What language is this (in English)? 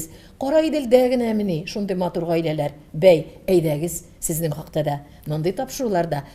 Tatar